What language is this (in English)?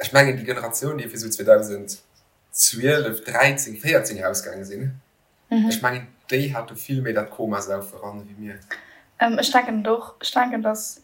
Luxembourgish